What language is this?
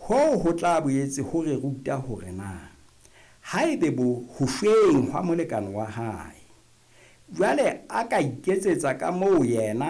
Southern Sotho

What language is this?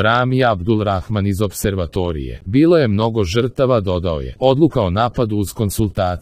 Serbian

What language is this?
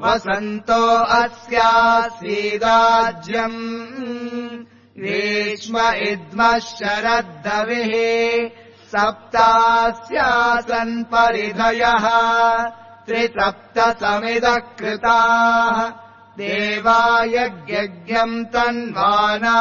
Sanskrit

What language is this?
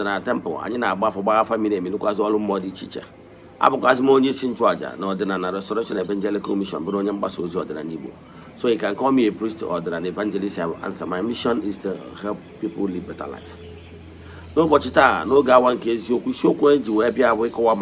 Igbo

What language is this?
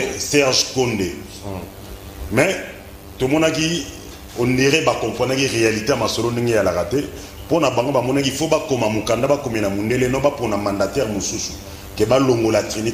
Lingala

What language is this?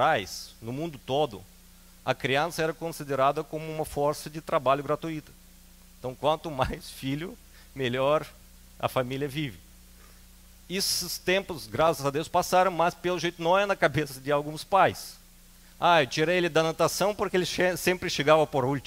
Portuguese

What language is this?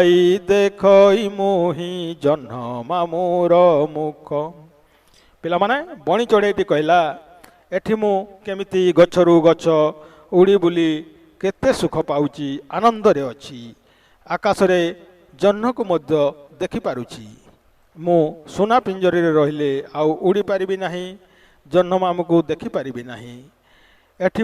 Odia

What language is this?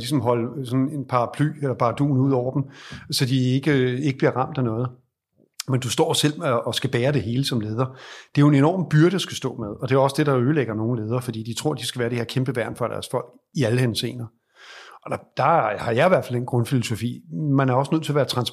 Danish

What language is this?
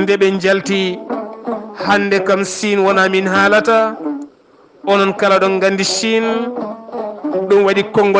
Fula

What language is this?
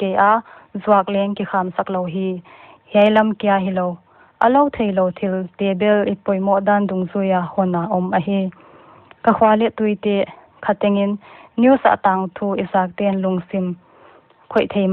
Paite Chin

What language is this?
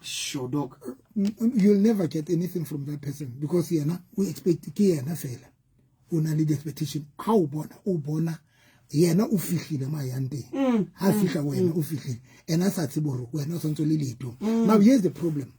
Southern Sotho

